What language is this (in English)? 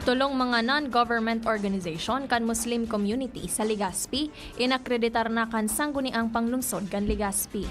Bikol